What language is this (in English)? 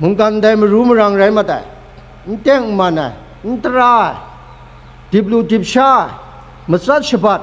Kachin